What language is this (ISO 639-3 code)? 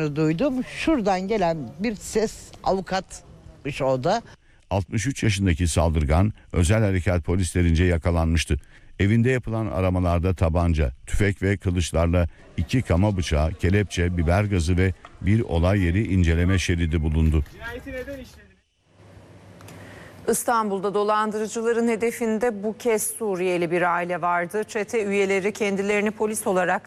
tur